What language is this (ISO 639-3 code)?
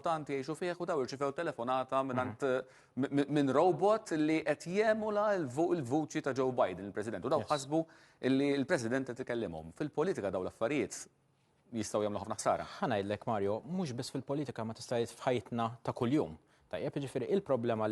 mlt